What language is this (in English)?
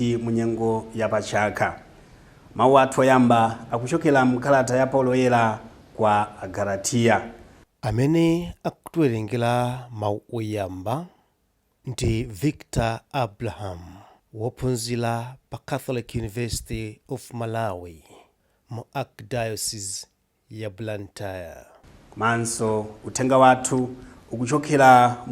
Nyanja